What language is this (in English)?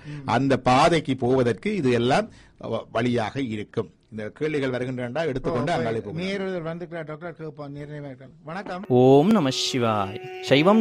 Tamil